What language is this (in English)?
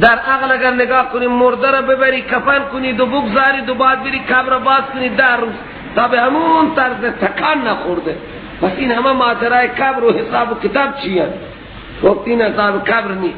Persian